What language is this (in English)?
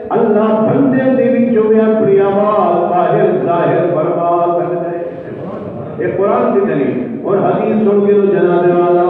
Saraiki